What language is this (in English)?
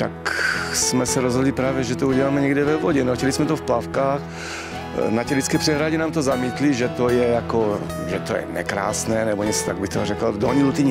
Czech